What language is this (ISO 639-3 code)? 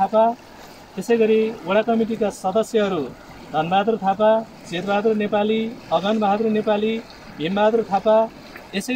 nep